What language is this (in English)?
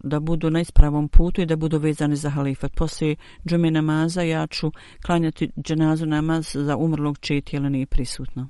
Bosnian